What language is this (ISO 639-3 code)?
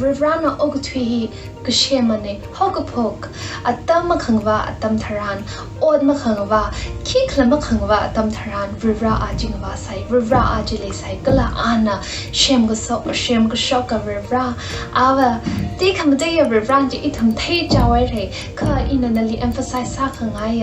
nmf